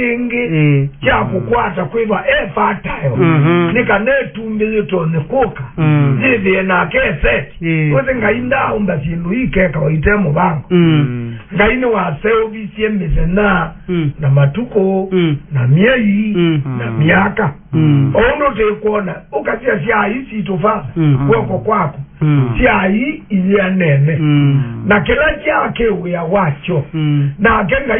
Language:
Kamba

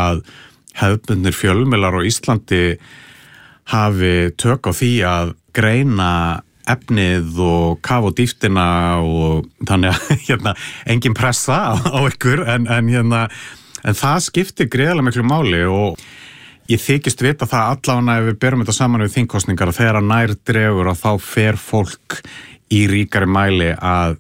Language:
Icelandic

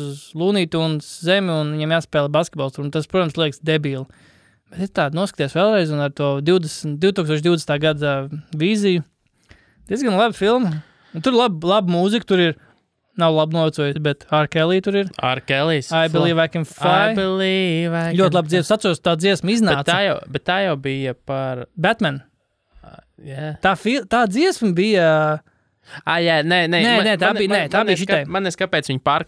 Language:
Latvian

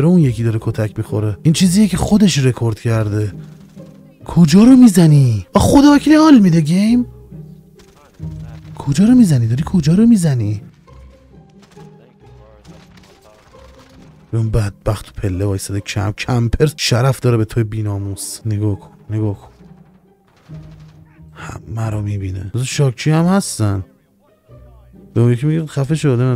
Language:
Persian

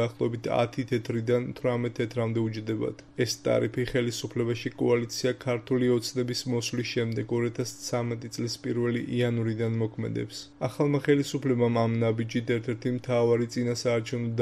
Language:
Georgian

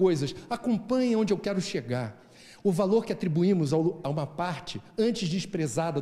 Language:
Portuguese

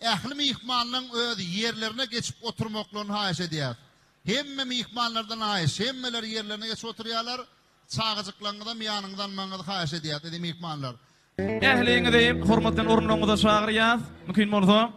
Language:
Turkmen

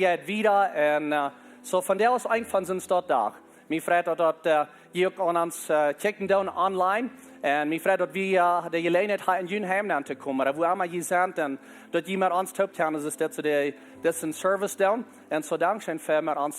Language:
Plautdietsch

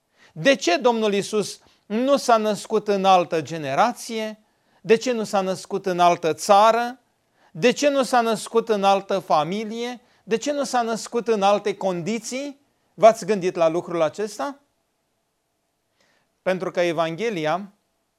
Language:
Romanian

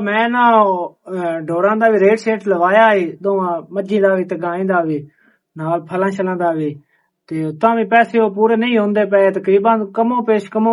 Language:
Western Panjabi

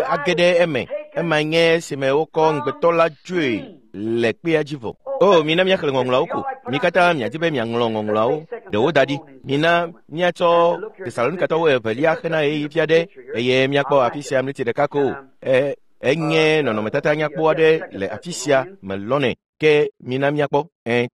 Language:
Ewe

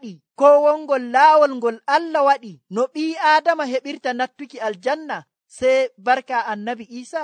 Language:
Nigerian Fulfulde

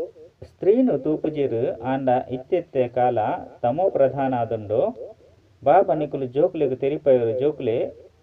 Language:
Tulu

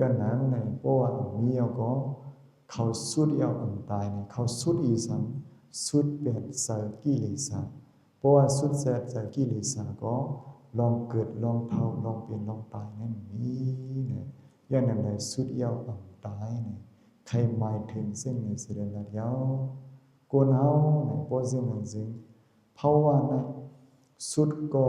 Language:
Shan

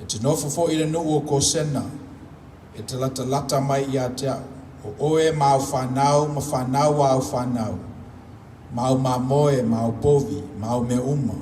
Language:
Samoan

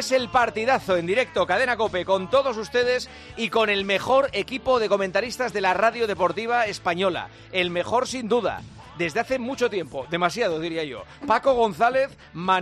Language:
Spanish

